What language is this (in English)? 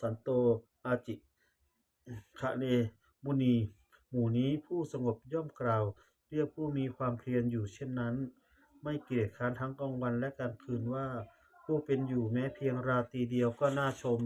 Pali